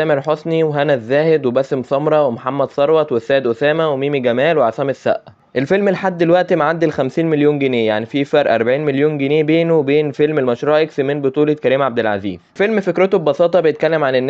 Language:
Egyptian Arabic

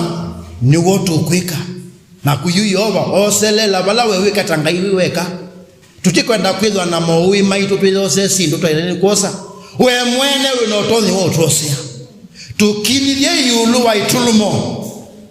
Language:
Kamba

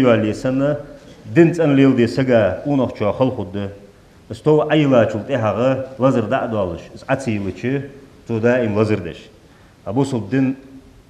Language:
Ingush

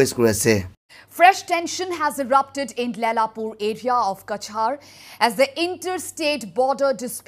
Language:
Naga Pidgin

